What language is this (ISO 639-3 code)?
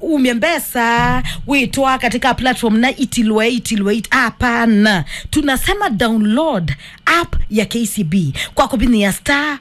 kam